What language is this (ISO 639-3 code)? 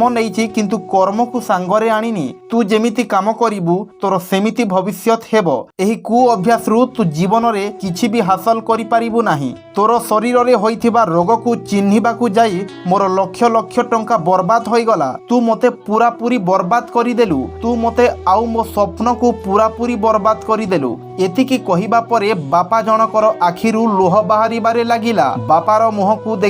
ori